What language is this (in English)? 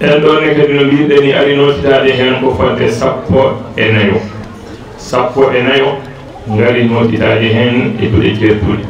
Fula